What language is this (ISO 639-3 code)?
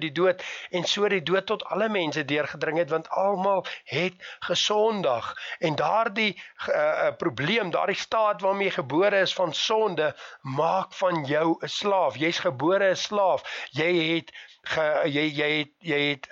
afr